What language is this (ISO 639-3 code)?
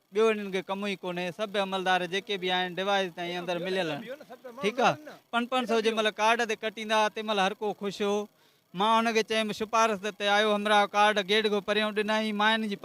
snd